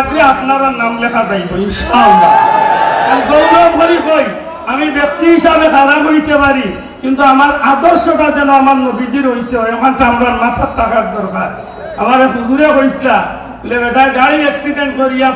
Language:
Sylheti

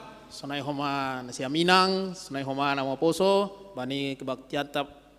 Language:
Batak Simalungun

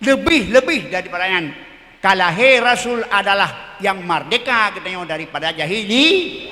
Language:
Achinese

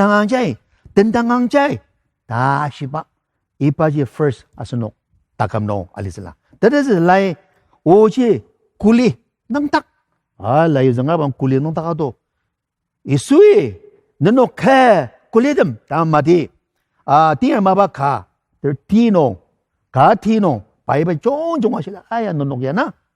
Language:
Ao Naga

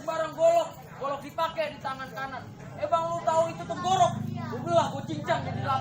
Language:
Betawi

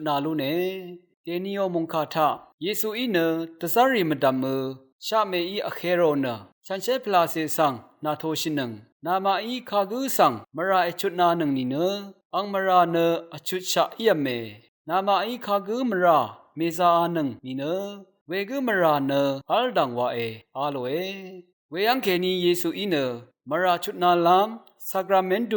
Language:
Rawang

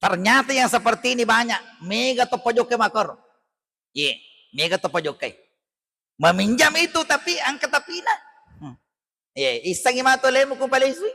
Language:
Buginese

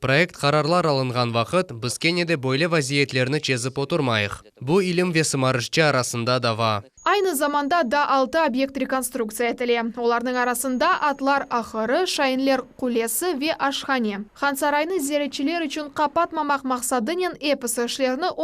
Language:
Crimean Tatar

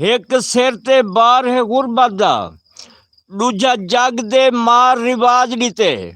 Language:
Saraiki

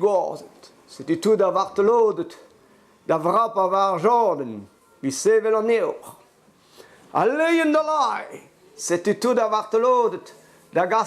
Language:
Breton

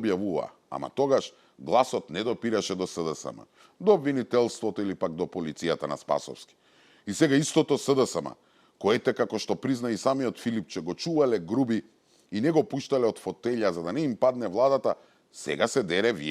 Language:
Macedonian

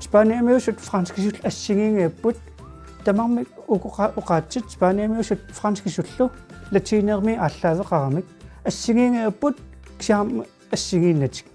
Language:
Kalaallisut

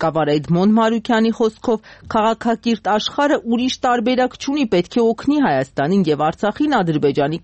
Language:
Armenian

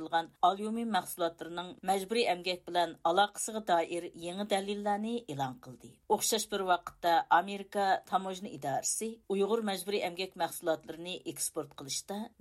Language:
Uyghur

